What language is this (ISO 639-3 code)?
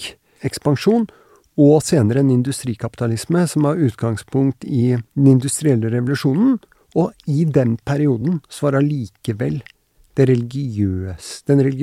nor